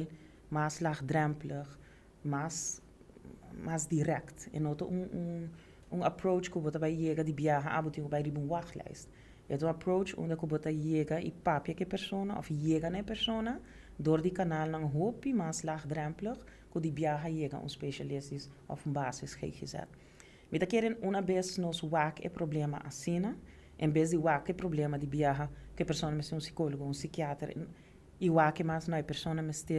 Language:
Papiamento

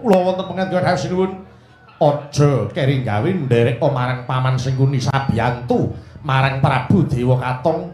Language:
Javanese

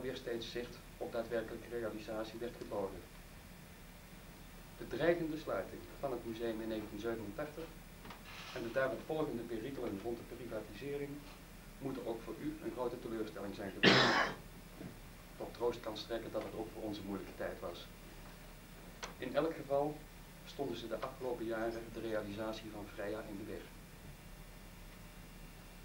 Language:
Dutch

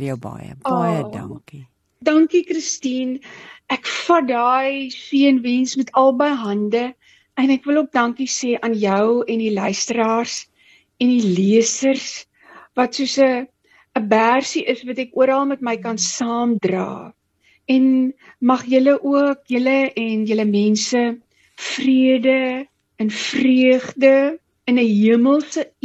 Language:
Afrikaans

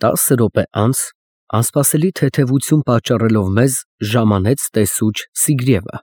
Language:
Armenian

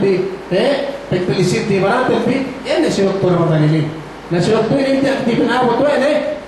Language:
Yakan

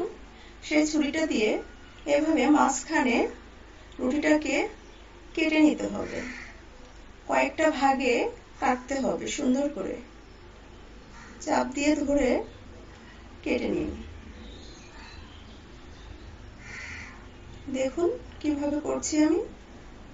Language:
Bangla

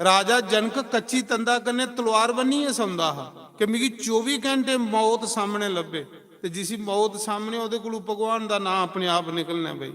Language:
Dogri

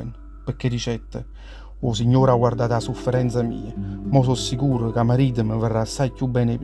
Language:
Neapolitan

